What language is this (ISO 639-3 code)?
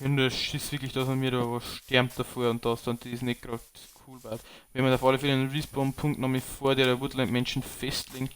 bar